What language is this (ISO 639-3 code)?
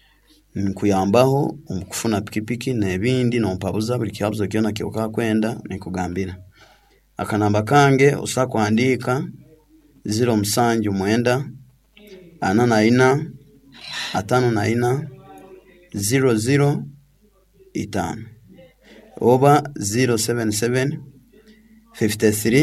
nyn